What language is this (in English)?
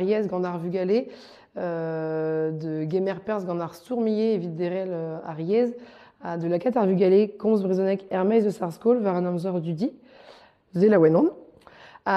Breton